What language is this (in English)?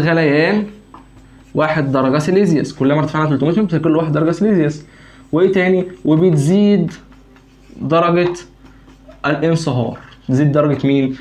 Egyptian Arabic